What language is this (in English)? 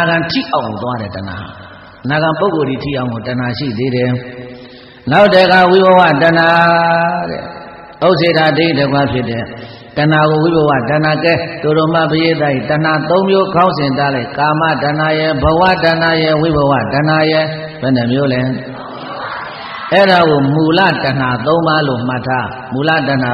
Burmese